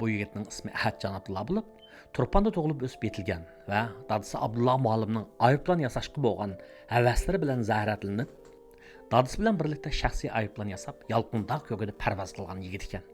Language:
Uyghur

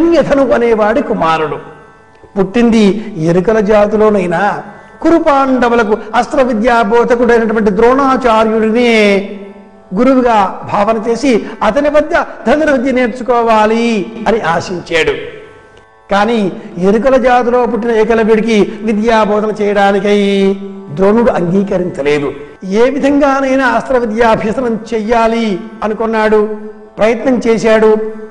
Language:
Telugu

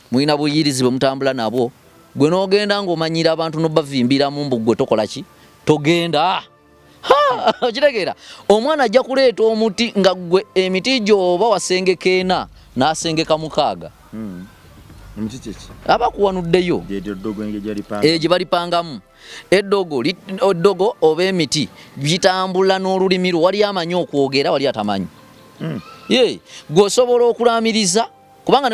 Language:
Ganda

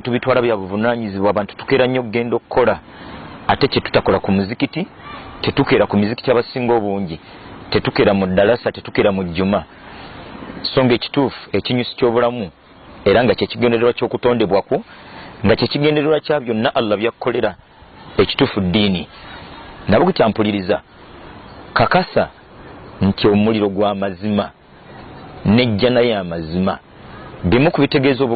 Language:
Ganda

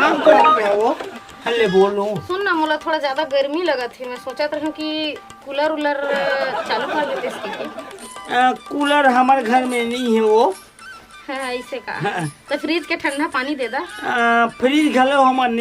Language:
Chhattisgarhi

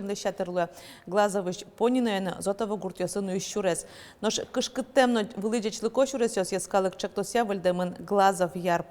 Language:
Udmurt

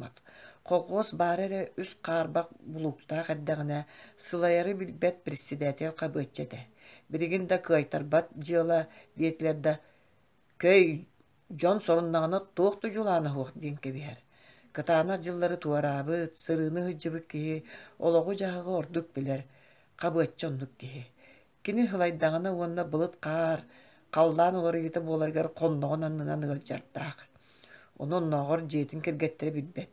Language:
Yakut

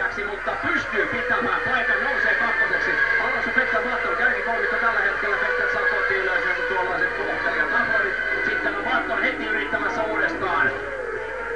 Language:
Finnish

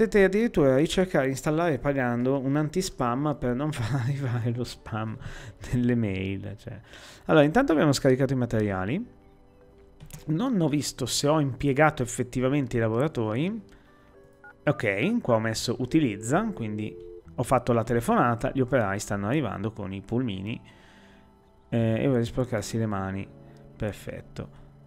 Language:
Italian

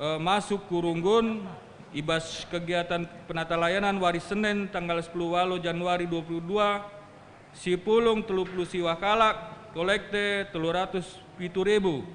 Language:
Batak Karo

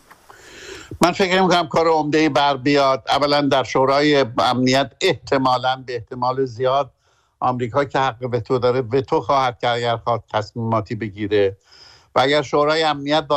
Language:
Persian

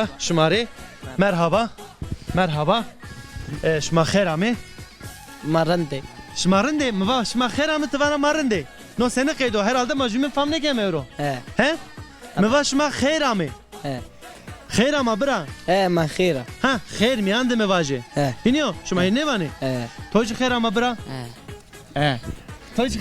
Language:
Zaza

